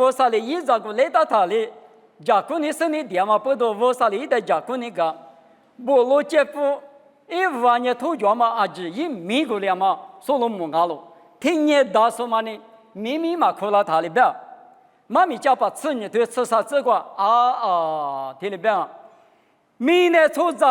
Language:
Lisu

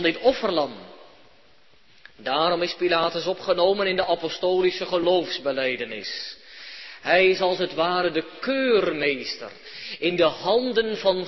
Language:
Dutch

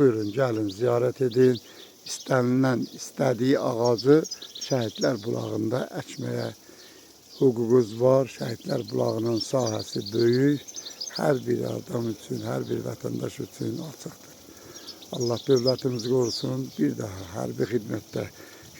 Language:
Azerbaijani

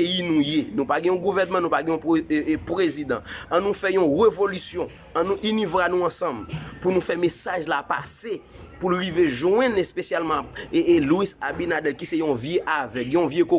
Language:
Haitian Creole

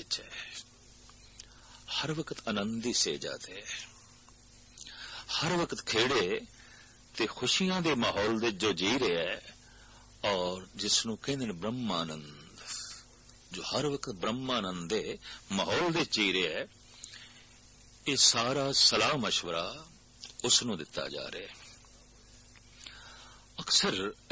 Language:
Punjabi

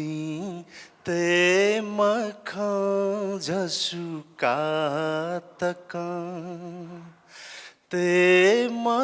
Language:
Newari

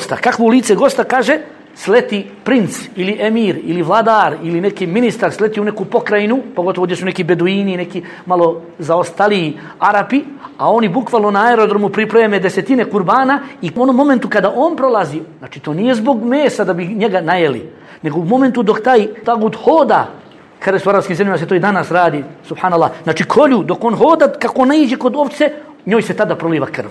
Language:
Bosnian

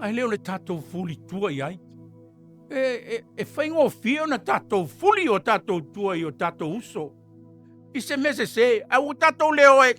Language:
Samoan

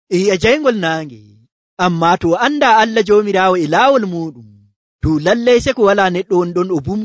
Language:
Nigerian Fulfulde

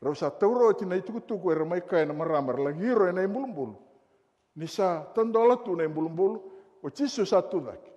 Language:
Fijian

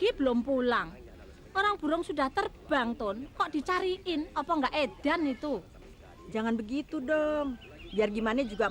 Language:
Betawi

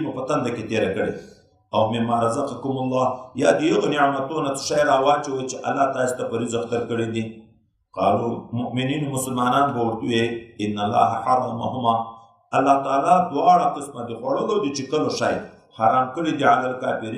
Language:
Pashto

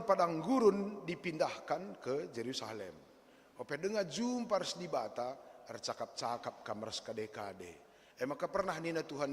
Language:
Batak Karo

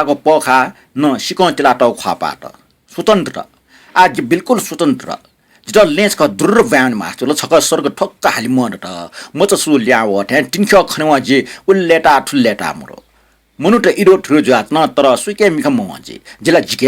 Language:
Newari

